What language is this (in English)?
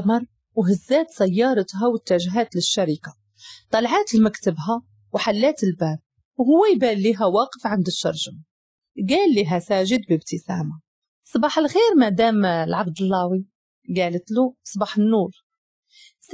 Moroccan Arabic